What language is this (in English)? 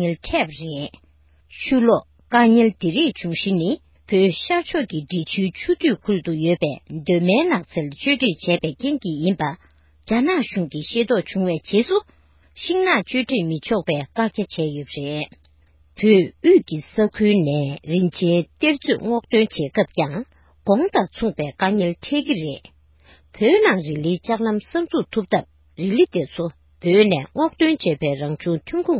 Tibetan